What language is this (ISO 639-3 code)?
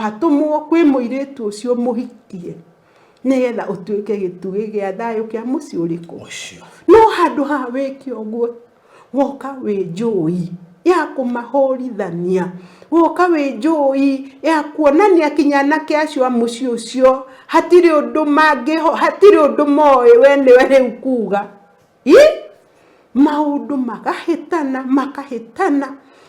kik